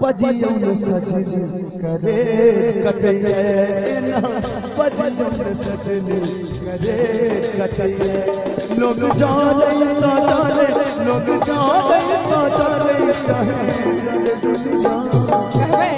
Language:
Maithili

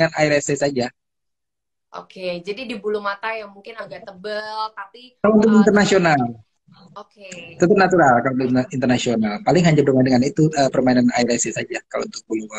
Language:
Indonesian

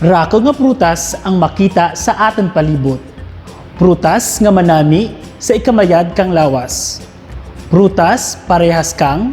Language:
Kinaray-a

